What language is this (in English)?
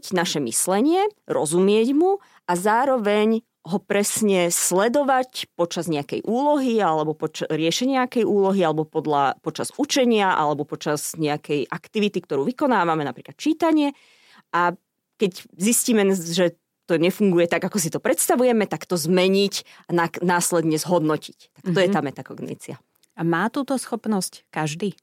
Slovak